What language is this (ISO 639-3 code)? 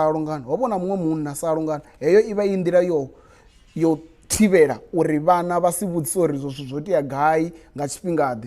ven